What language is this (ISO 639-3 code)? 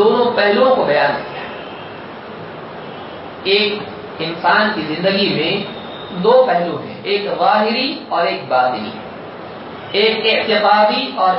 urd